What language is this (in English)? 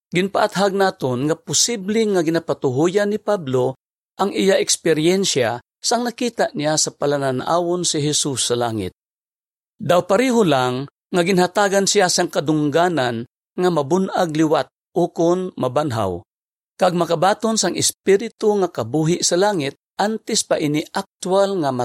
Hiligaynon